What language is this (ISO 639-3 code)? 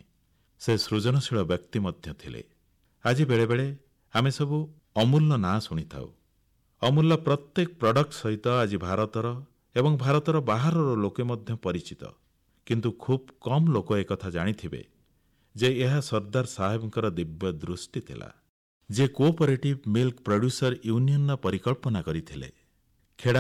ori